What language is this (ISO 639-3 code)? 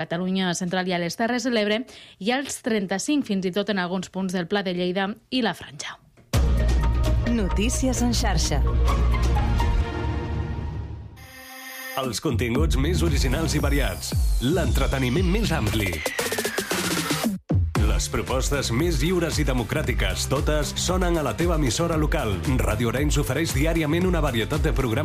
cat